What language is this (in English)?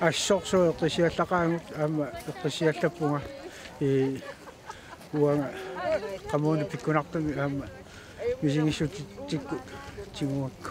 Kalaallisut